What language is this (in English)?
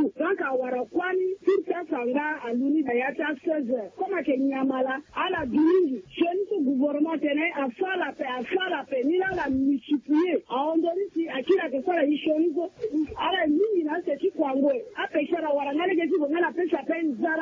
Sango